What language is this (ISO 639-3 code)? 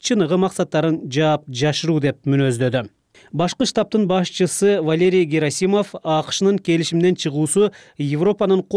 kir